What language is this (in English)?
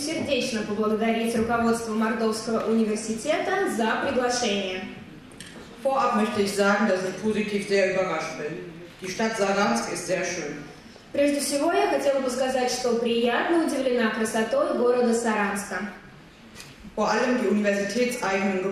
Russian